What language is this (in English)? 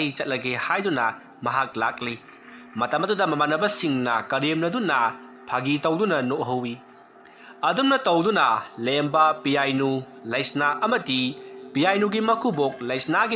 Manipuri